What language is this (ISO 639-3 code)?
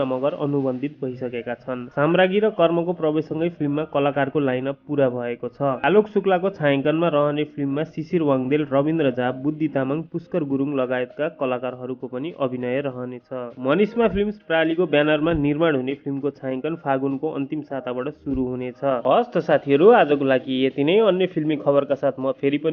nep